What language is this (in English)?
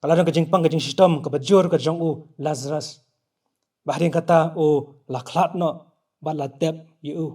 Khasi